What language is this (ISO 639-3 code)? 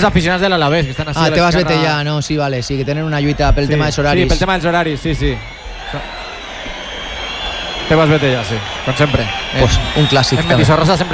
cat